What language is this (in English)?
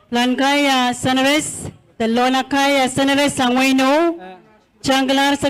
Pohnpeian